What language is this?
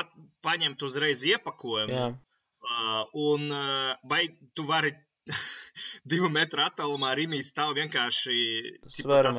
Latvian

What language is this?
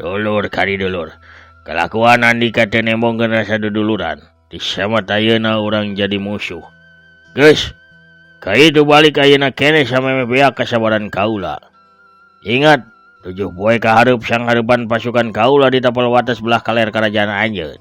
Sundanese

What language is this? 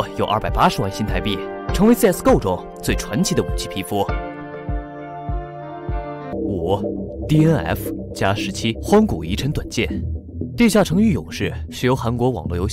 Chinese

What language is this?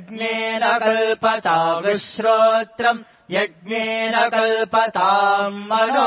Sanskrit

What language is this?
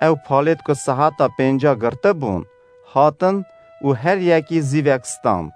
Kurdish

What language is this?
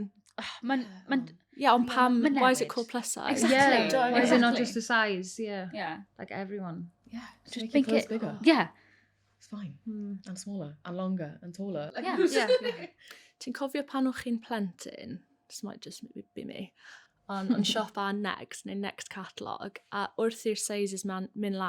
Welsh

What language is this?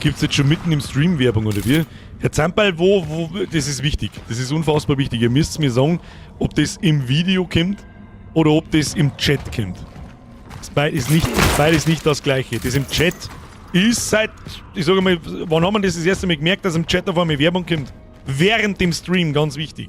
Bavarian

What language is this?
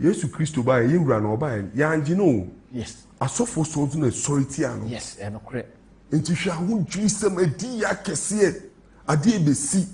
Akan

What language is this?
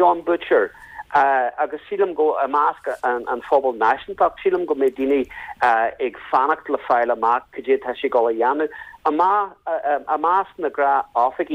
Irish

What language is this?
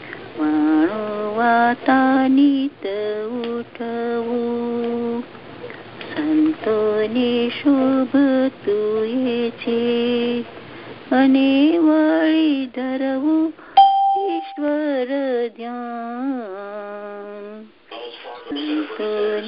Gujarati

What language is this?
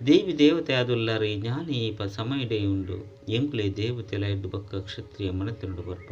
Tulu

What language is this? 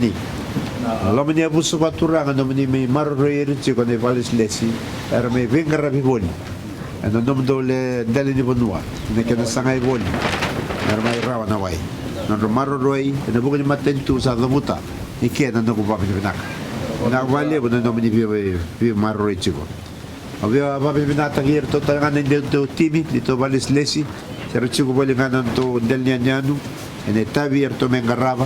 Fijian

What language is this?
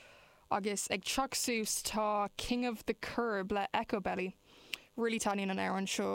Irish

